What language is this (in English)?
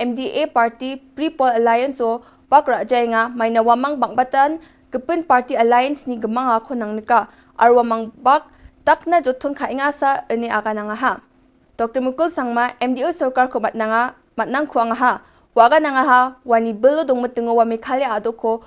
Garo